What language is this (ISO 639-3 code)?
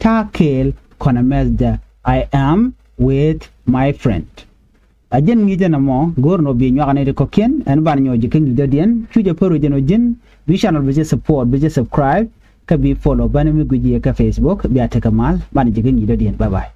nus